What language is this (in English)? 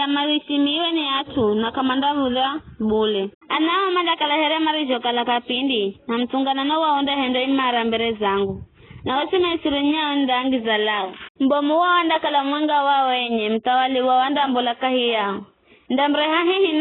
Giryama